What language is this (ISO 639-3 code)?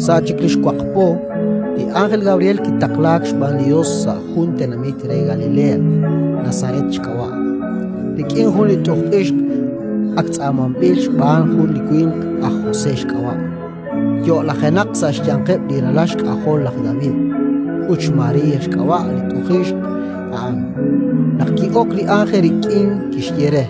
kek